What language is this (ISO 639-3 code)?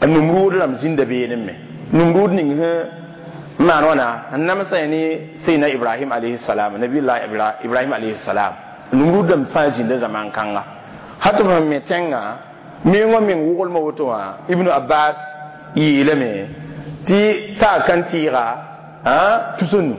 mos